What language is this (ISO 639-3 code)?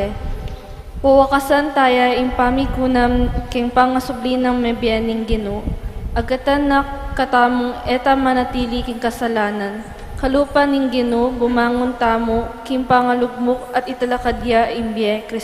pam